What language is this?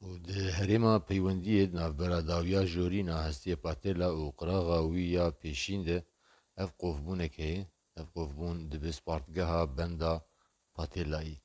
Kurdish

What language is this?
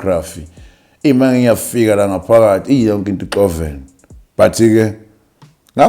Zulu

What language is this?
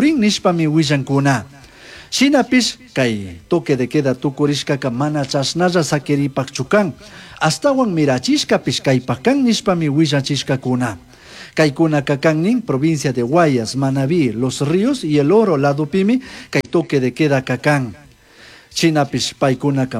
Chimborazo Highland Quichua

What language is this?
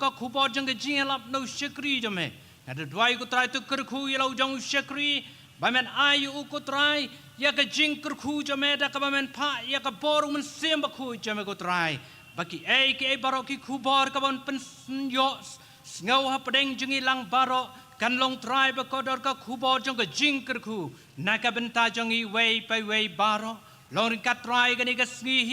Khasi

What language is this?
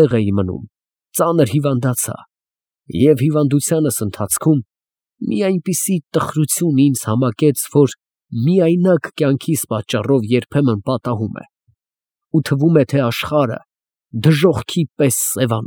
Armenian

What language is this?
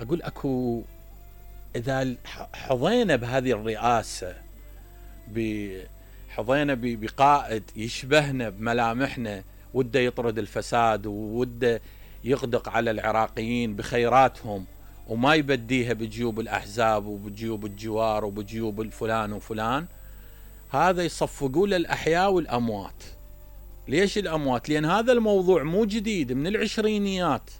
Mesopotamian Arabic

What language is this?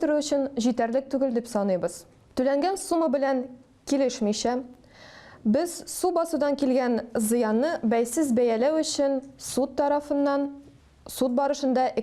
Tatar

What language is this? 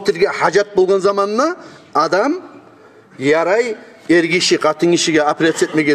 Kumyk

